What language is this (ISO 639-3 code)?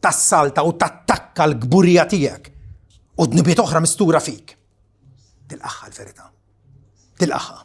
mlt